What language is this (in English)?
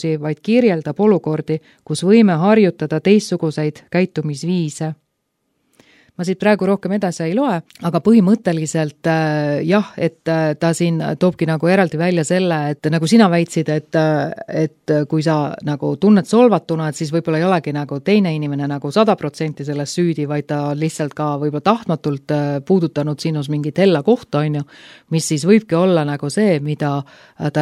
Estonian